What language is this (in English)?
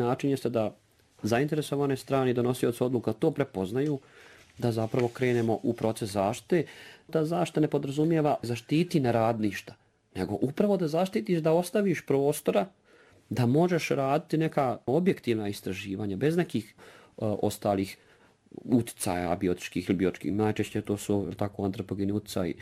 Bosnian